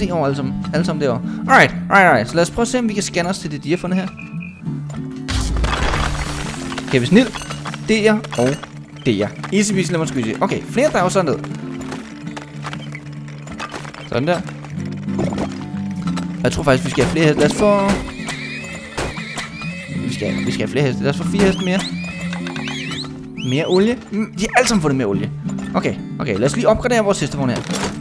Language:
Danish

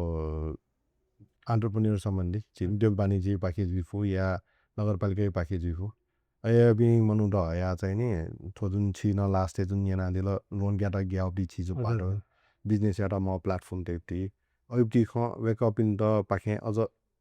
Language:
Newari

